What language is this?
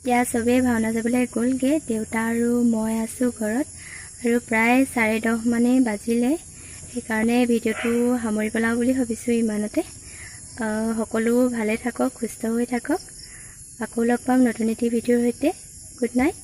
Assamese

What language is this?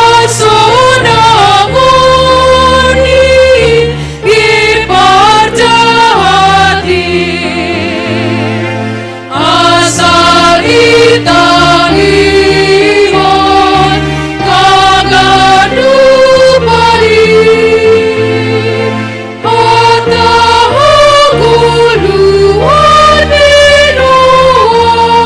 Batak Simalungun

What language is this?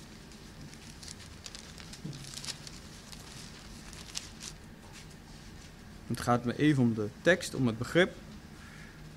Dutch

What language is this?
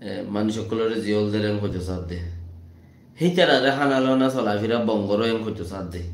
Rohingya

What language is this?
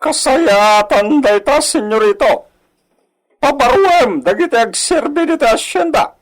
Iloko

